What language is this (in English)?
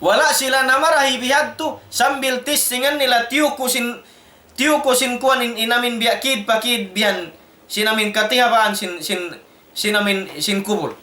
Tausug